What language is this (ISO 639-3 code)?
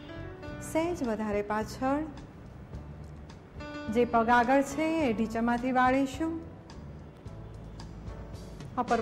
guj